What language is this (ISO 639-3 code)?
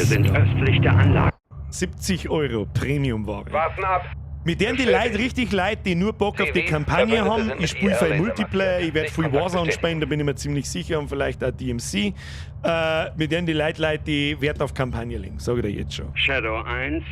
bar